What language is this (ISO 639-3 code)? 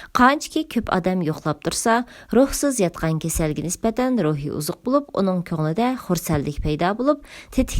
uig